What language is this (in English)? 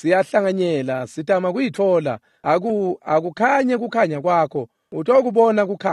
Swati